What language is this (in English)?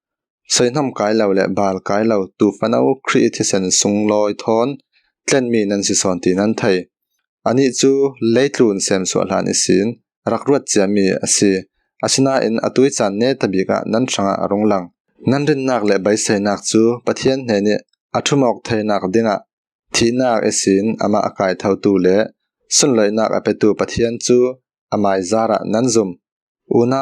Falam Chin